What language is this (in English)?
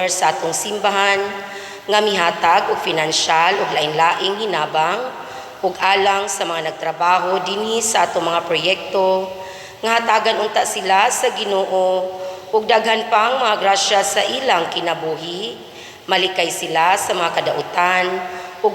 Cebuano